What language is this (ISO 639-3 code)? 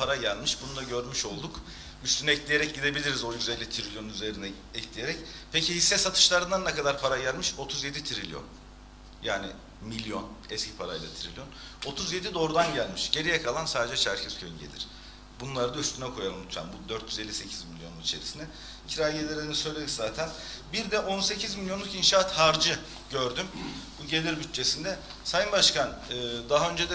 tur